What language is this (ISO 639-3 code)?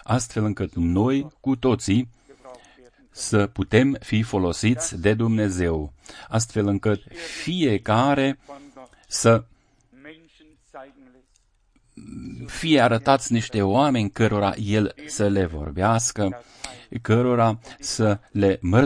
ron